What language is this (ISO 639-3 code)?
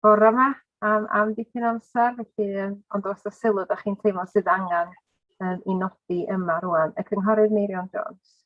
cym